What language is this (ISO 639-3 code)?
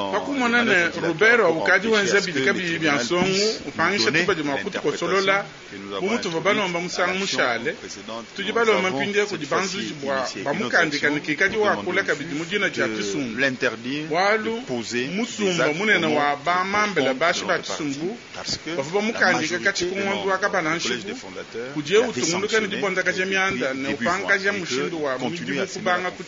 lua